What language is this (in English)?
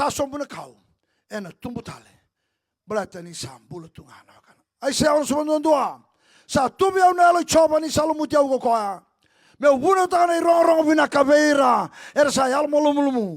Fijian